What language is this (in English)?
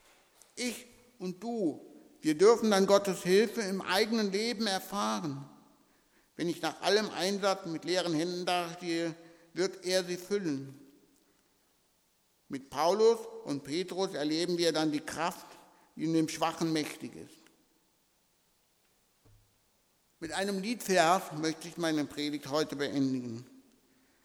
German